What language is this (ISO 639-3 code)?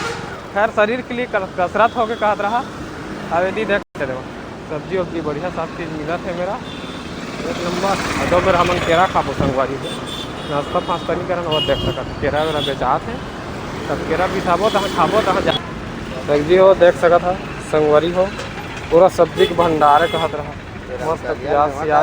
hne